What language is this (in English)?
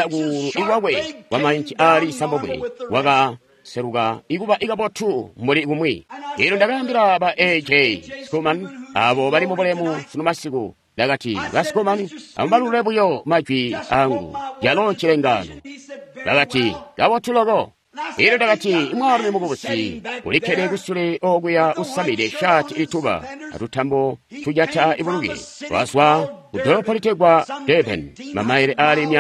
Tonga (Zambia)